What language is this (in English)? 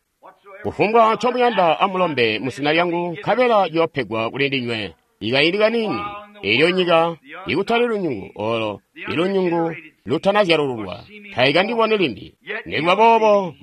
Tonga (Zambia)